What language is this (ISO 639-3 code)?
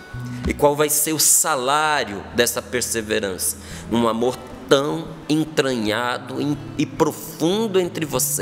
por